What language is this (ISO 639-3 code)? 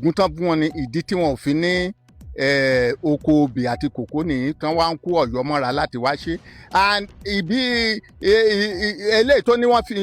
yor